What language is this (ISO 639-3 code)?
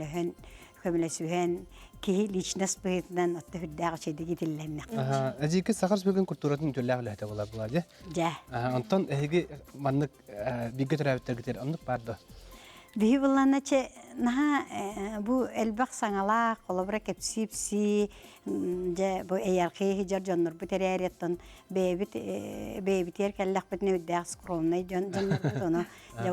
sah